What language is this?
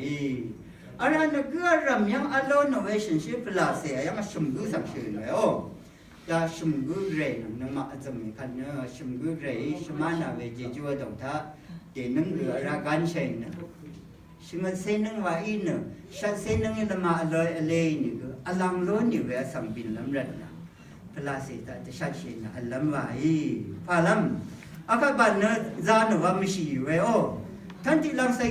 Rawang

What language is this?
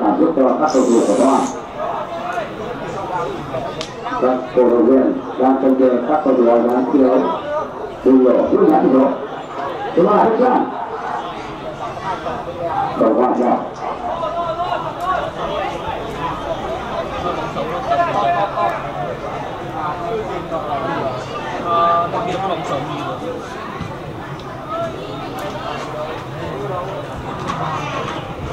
Vietnamese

